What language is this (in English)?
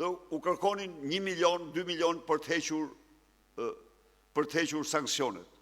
Albanian